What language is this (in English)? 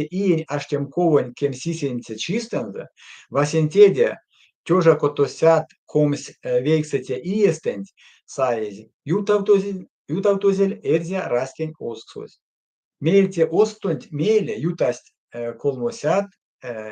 Erzya